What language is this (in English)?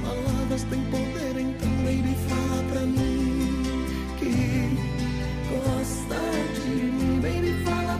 Portuguese